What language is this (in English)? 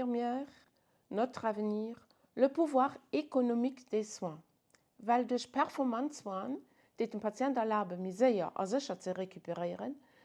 Luxembourgish